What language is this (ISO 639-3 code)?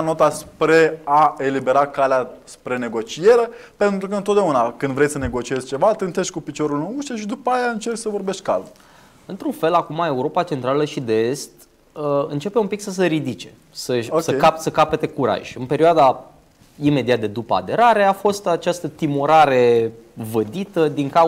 ron